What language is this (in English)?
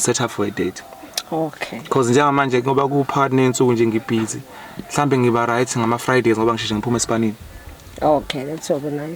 Zulu